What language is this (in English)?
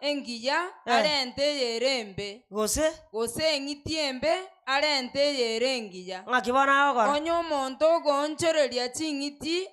Gusii